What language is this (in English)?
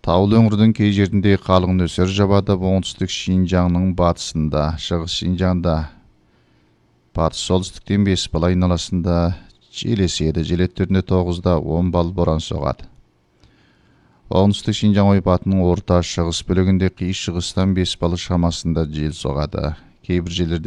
Kazakh